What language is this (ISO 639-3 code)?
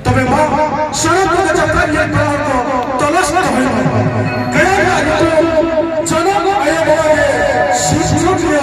sat